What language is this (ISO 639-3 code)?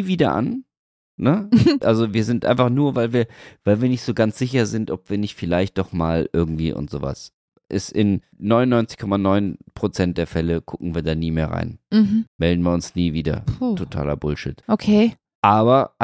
deu